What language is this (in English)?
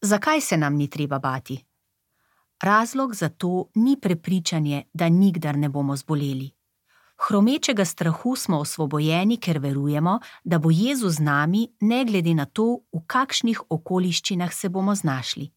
Slovenian